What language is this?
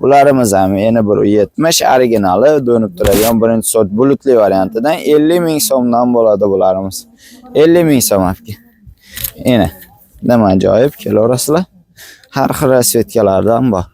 Uzbek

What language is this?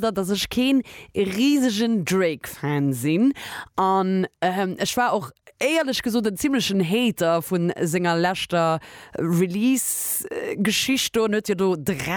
Luxembourgish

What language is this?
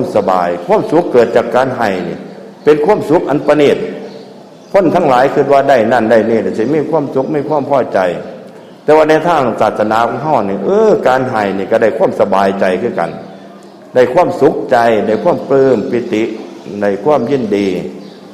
Northeastern Thai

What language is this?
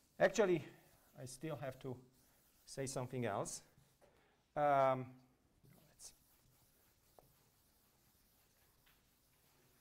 English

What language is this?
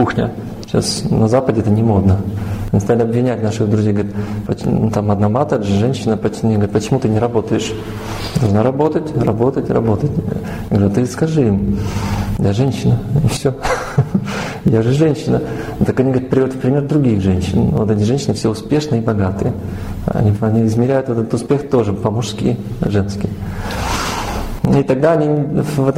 Russian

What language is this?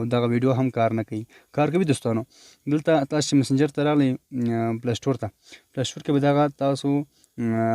Pashto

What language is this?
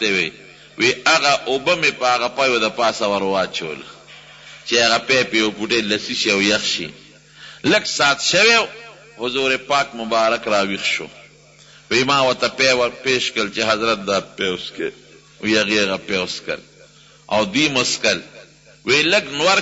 Pashto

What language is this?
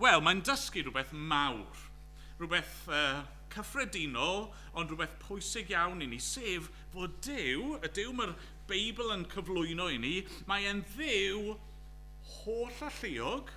Welsh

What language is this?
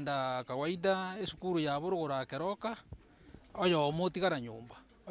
Gusii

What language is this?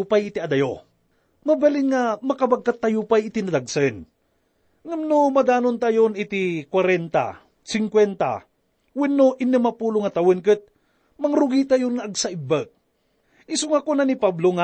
Iloko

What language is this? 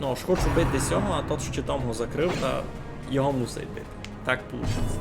Rusyn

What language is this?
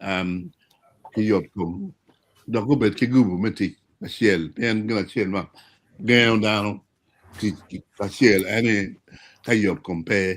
Acoli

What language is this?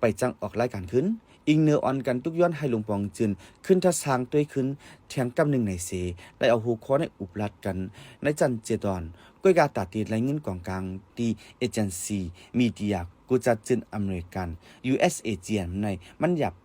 Shan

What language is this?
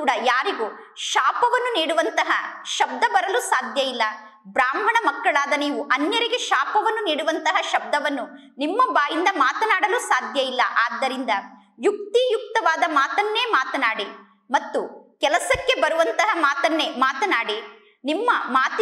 Kannada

